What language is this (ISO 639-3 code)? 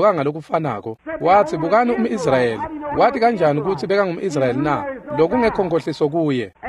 ssw